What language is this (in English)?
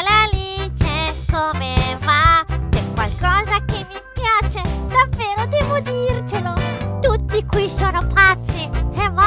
Italian